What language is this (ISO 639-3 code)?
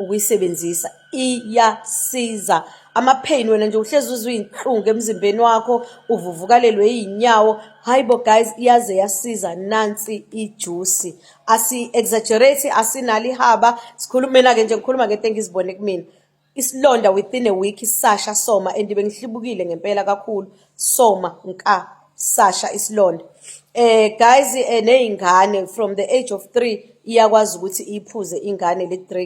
zul